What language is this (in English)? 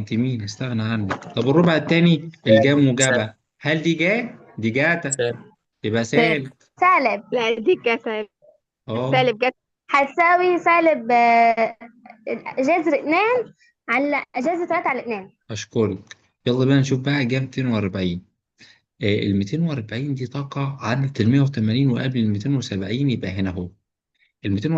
Egyptian Arabic